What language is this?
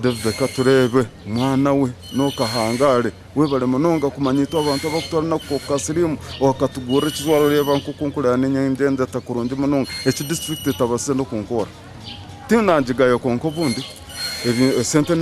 Nyankole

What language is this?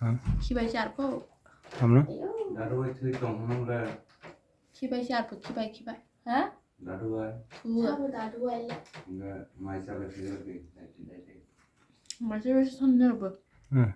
Kok Borok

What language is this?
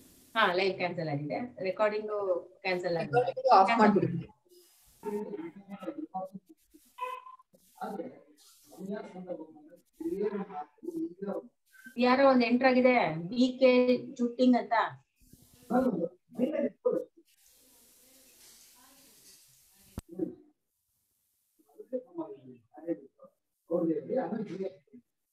Kannada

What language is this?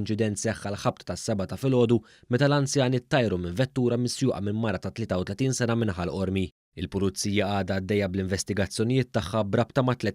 Maltese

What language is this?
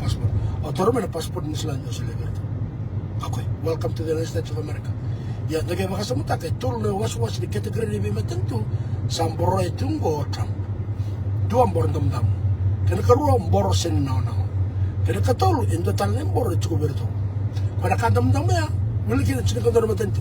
Fijian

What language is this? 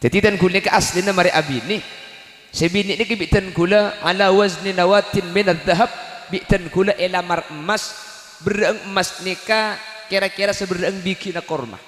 Madurese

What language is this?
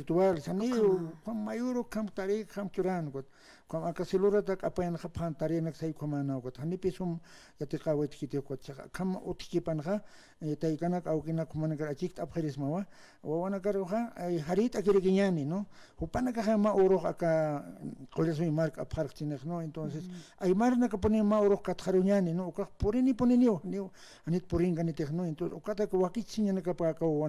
Aymara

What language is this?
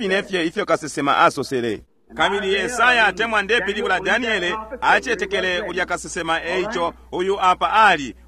Bemba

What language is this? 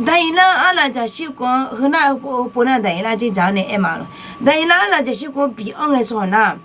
Akha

